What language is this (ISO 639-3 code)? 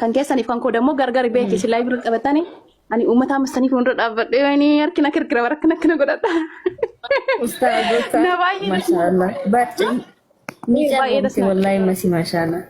orm